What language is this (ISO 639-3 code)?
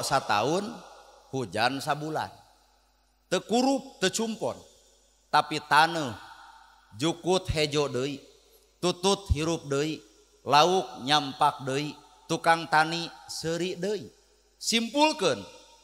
sun